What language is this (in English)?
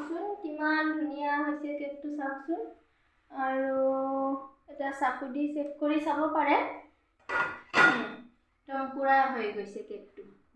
Assamese